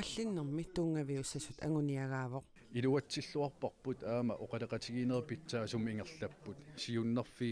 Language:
Kalaallisut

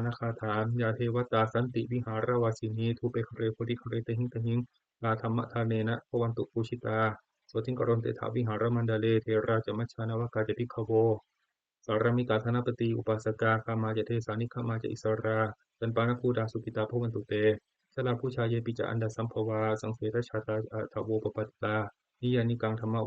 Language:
Pali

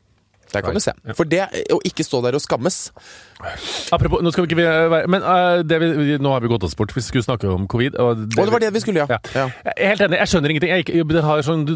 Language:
Norwegian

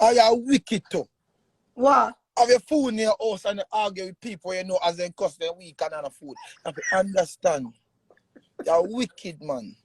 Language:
Jamaican Creole English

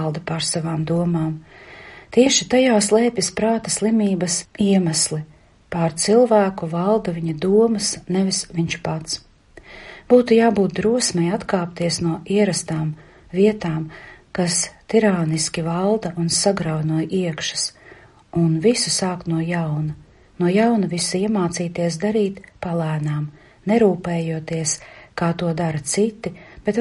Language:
Latvian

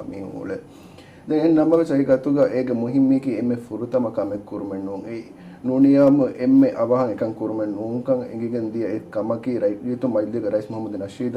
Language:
Divehi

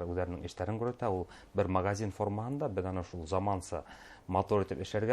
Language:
Bashkir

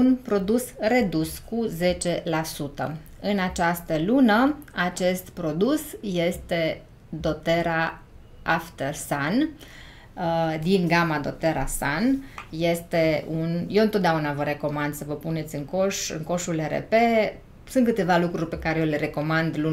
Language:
Romanian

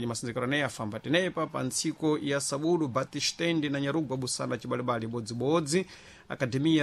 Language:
Sena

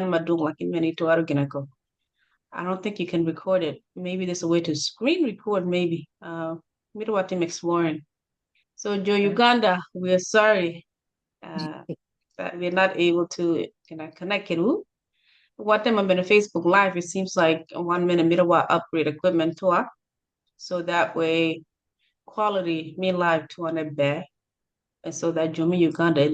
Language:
Acoli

